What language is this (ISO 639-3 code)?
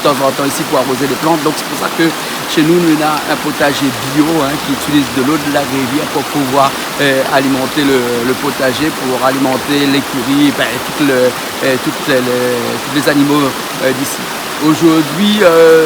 rcf